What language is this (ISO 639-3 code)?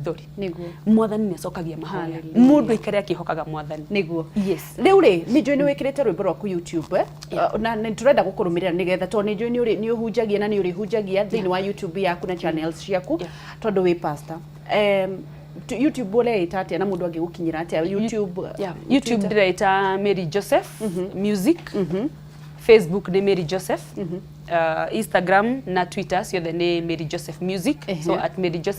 kik